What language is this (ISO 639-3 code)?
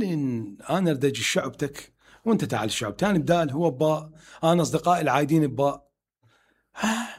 acm